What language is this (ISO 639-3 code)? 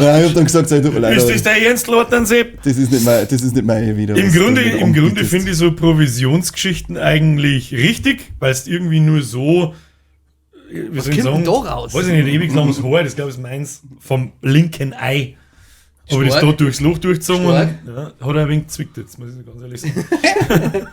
bar